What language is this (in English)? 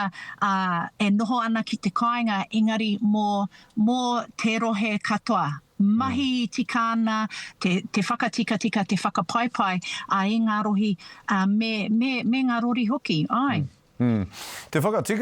Māori